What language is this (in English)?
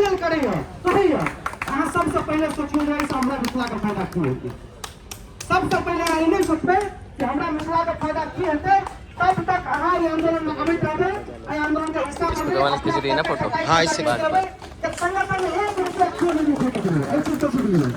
Maithili